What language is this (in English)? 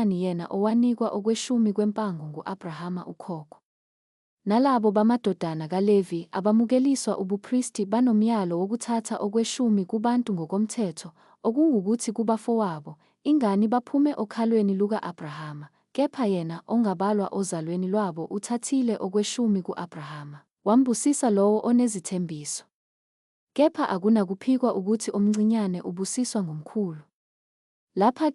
Zulu